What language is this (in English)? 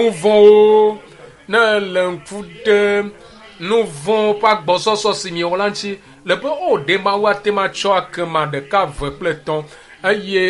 Ewe